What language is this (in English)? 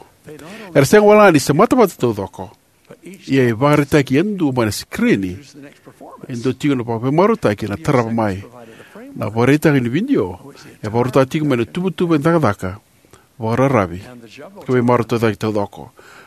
Fijian